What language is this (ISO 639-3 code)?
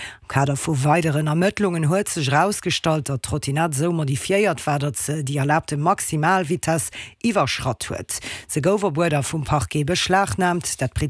ltz